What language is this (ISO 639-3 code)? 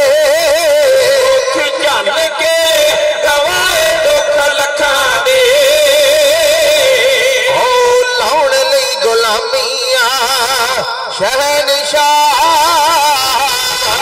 pan